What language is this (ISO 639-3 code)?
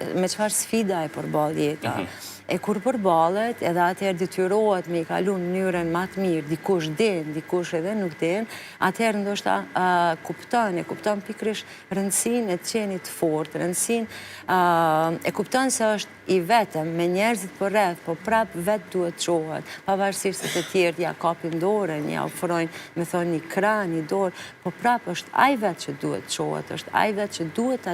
sqi